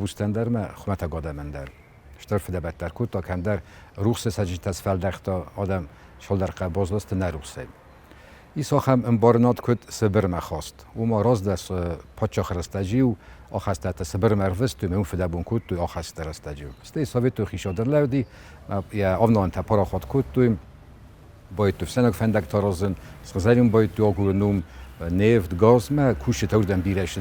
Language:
Ossetic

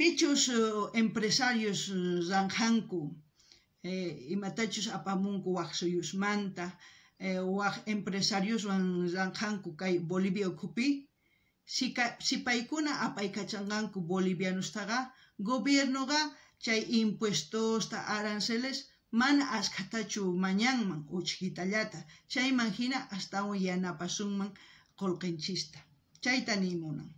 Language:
South Bolivian Quechua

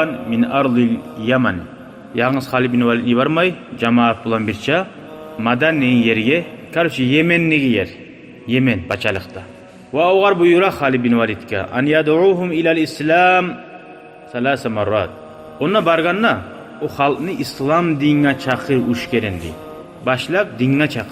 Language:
Kumyk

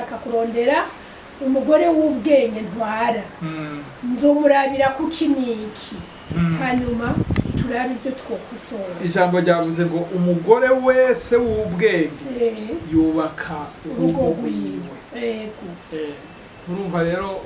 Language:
Rundi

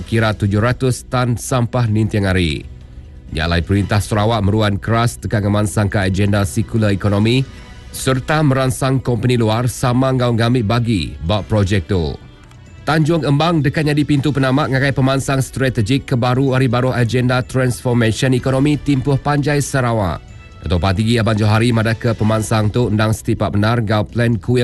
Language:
Iban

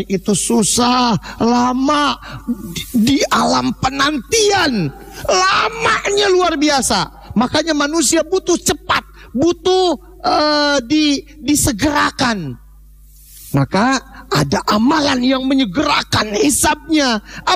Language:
Indonesian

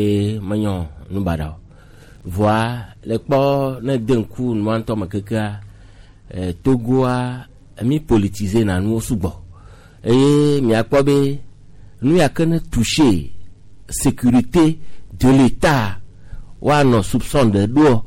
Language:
Gen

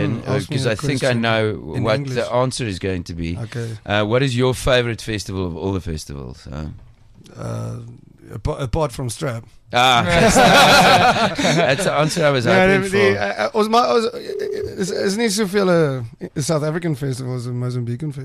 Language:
Afrikaans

